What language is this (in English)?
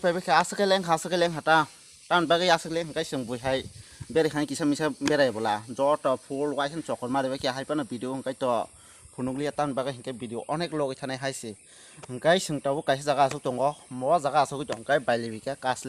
Kok Borok